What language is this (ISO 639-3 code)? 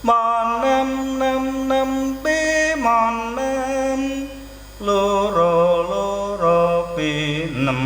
jav